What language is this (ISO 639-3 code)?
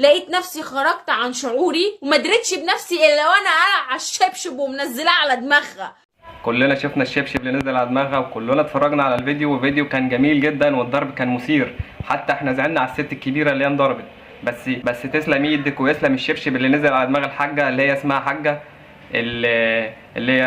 arz